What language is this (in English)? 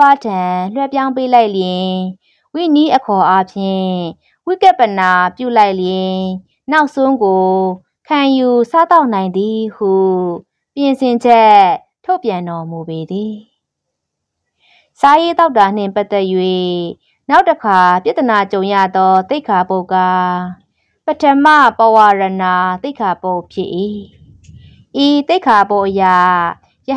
Burmese